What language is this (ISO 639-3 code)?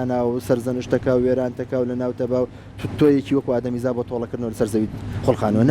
ckb